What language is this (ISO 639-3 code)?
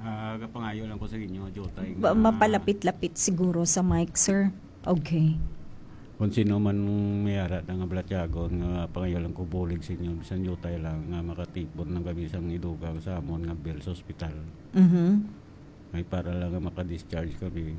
hil